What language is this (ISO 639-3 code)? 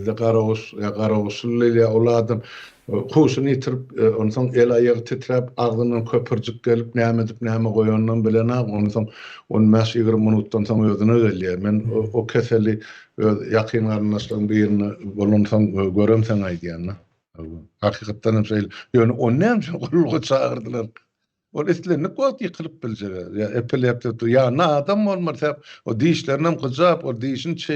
tuk